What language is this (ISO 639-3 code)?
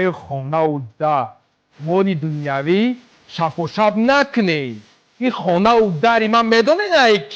tgk